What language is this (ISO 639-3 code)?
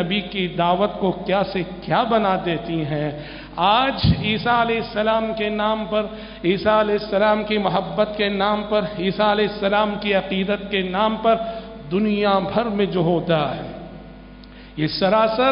urd